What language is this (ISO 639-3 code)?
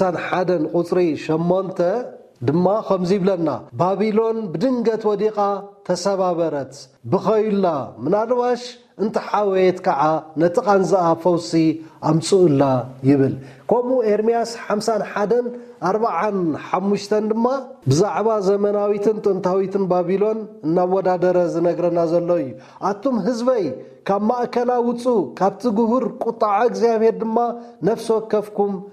tir